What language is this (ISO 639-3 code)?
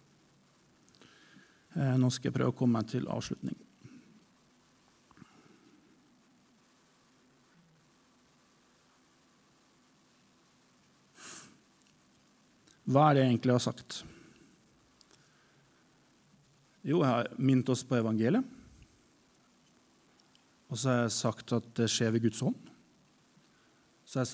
nor